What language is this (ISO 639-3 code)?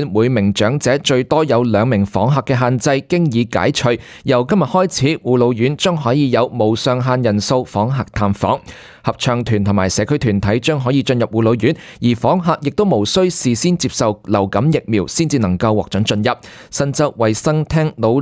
yue